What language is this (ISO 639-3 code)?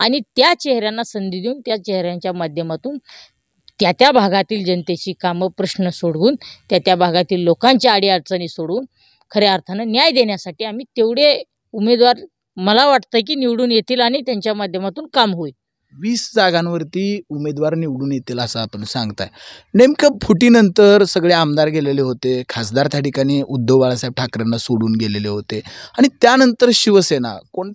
mar